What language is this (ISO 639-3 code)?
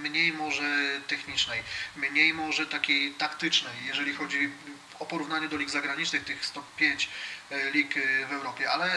pol